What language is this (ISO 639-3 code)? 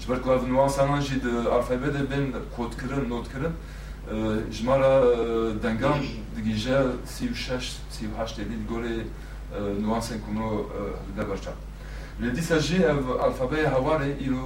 kur